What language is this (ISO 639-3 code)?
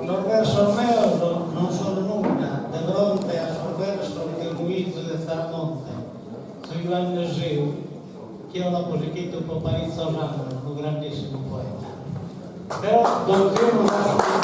srd